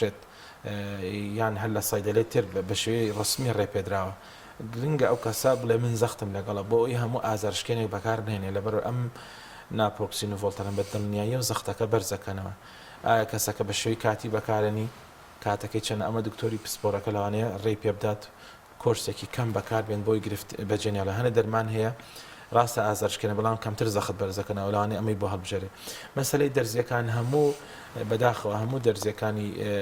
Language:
Central Kurdish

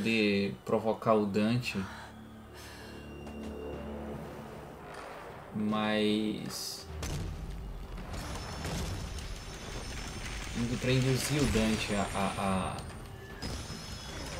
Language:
Portuguese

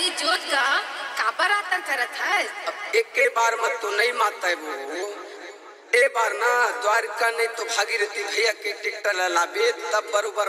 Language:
Chhattisgarhi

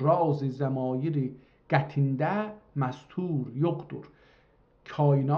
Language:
South Azerbaijani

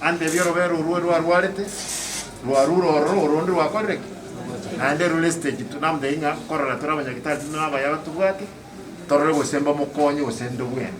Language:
Gusii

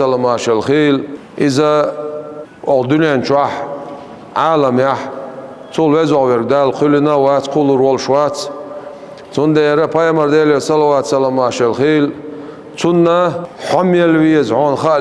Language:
Chechen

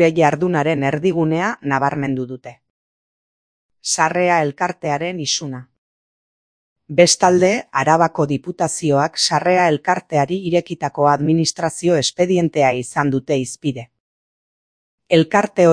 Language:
Basque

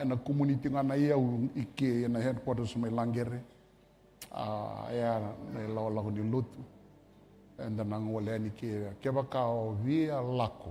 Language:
Fijian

